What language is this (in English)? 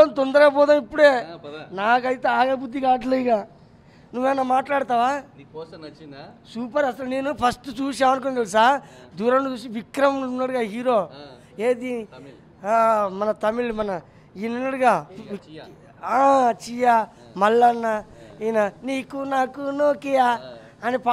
Telugu